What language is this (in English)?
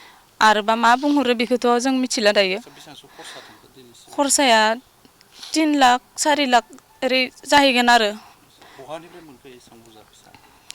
Bodo